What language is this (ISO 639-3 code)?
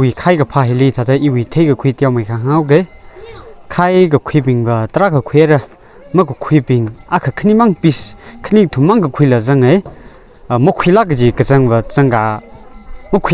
nmf